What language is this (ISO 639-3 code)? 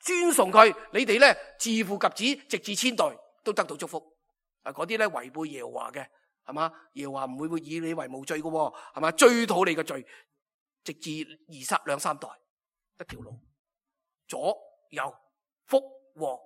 yue